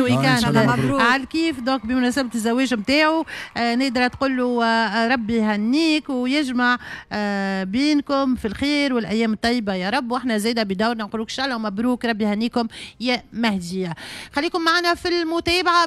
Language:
Tunisian Arabic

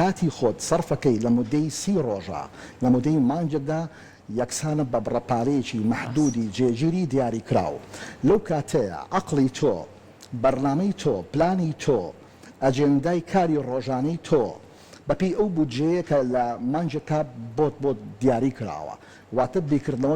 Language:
Central Kurdish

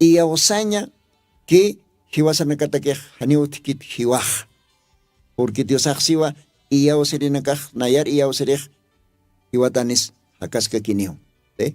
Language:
Aymara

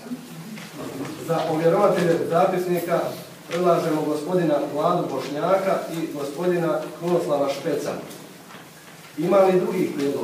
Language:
Croatian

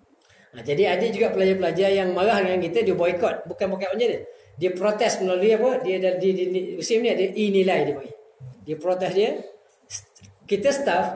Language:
Malay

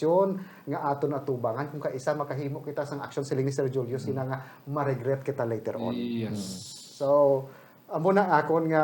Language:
Hiligaynon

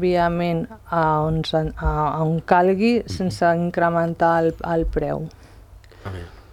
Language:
Catalan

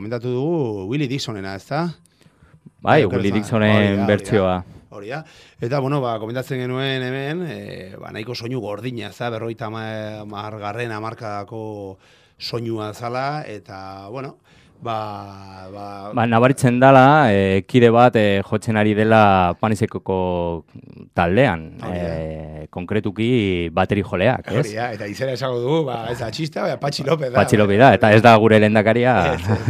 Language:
Basque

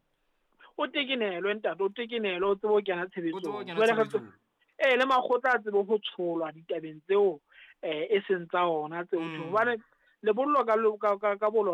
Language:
Southern Sotho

